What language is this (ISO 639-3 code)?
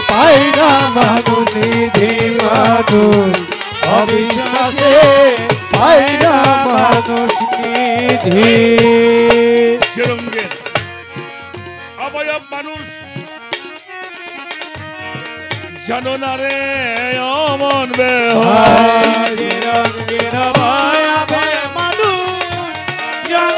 ben